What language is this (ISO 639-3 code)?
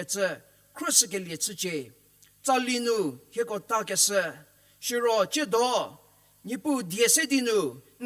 njm